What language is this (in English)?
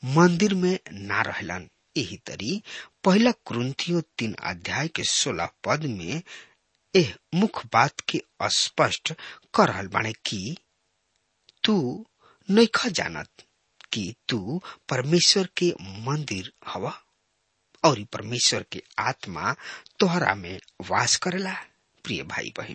Bhojpuri